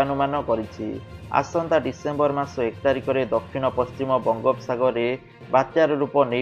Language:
Odia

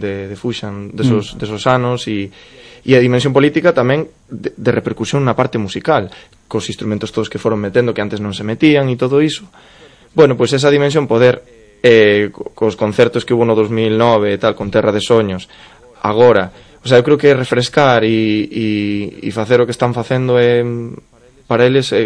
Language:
Galician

